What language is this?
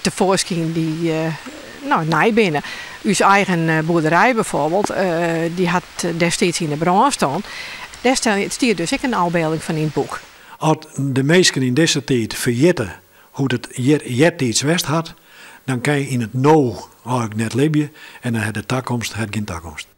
Western Frisian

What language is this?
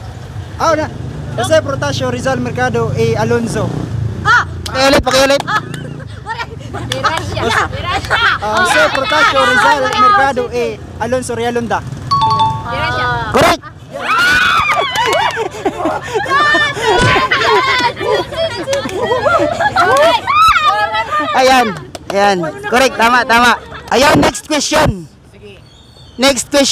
Filipino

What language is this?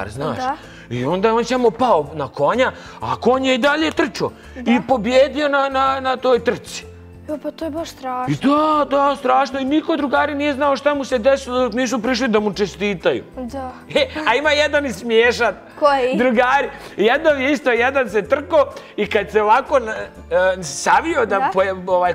Bosnian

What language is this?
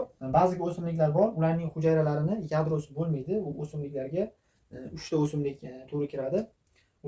Uzbek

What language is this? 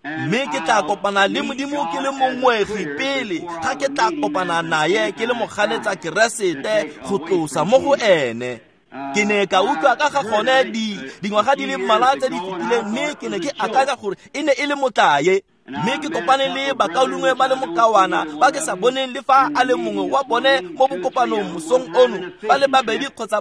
Tswana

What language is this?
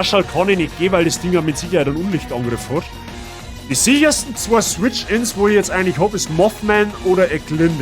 Bavarian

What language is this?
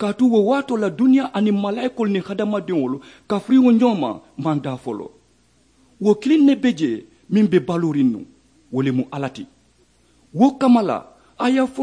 Mandingo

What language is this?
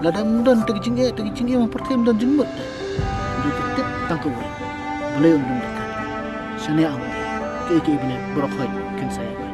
Khasi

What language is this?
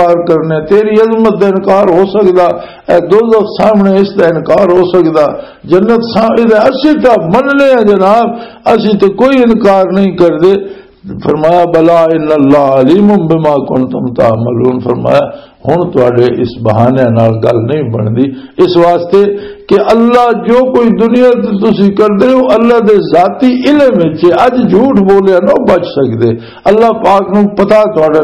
Western Panjabi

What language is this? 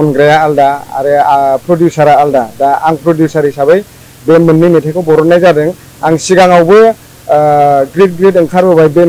Bodo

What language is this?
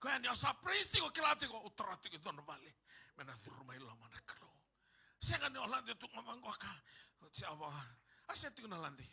Fijian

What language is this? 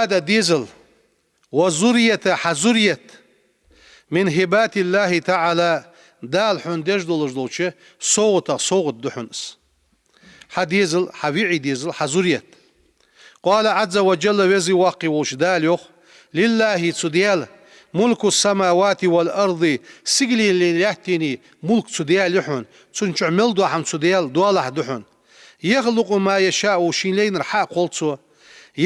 Ingush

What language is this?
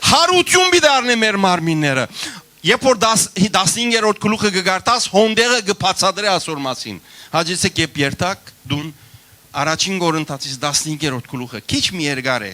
Western Armenian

